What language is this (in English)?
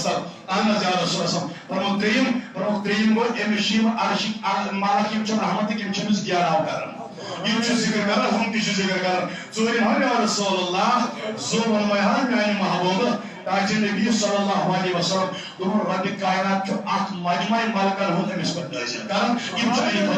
Kashmiri